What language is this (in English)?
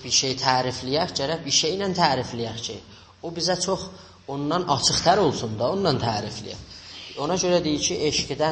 South Azerbaijani